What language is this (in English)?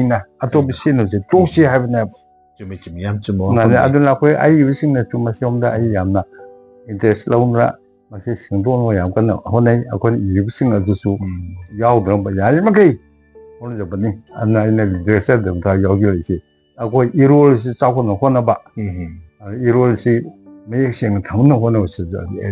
Manipuri